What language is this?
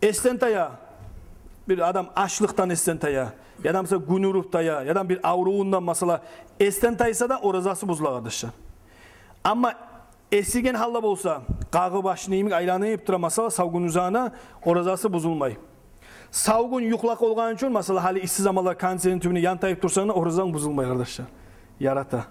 Kumyk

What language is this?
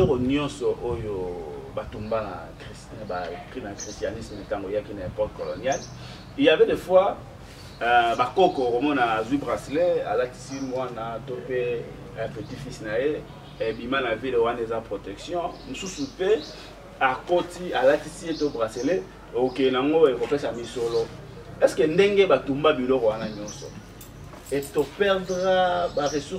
Lingala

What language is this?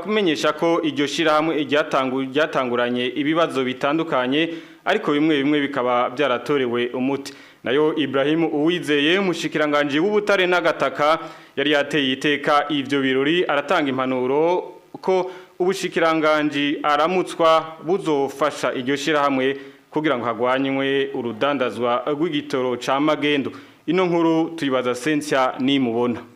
Rundi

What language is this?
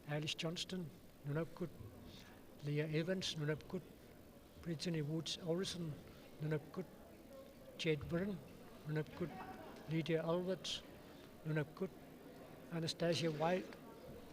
Kalaallisut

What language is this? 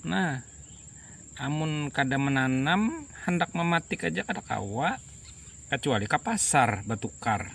Banjar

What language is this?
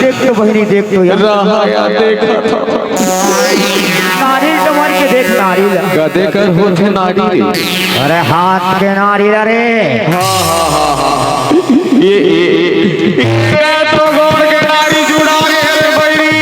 Chhattisgarhi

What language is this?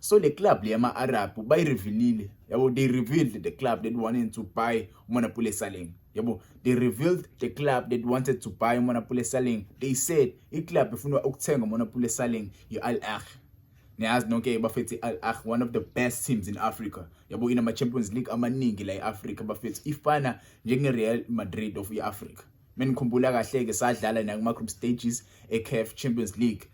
Zulu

